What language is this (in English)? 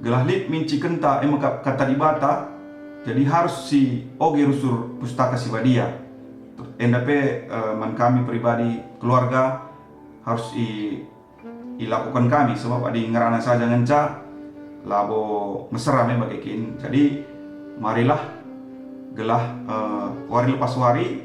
Batak Karo